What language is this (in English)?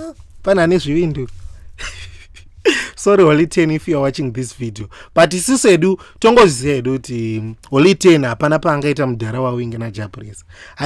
Shona